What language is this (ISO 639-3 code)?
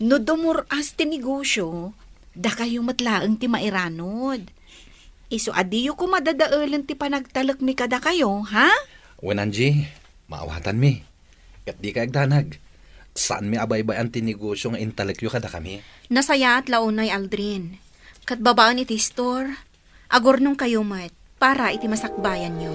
ilo